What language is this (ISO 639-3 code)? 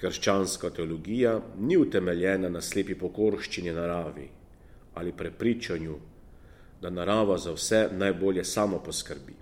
slv